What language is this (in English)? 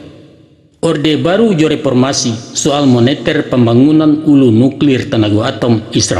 Minangkabau